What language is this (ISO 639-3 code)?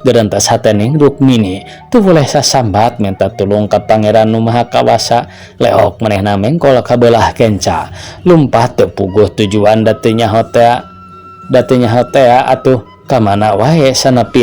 sun